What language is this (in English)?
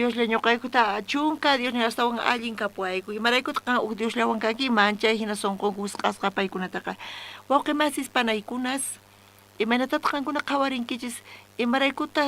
South Bolivian Quechua